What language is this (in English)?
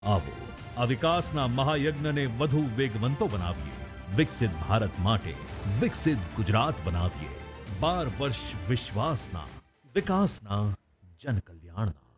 Gujarati